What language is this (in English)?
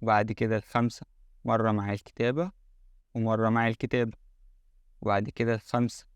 Egyptian Arabic